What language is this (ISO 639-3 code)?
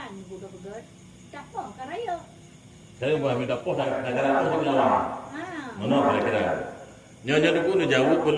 ace